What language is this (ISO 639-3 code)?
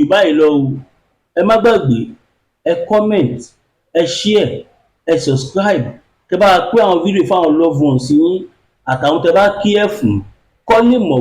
yor